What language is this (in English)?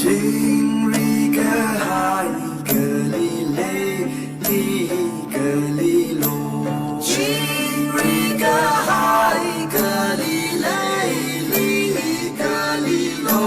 Tangkhul Naga (India)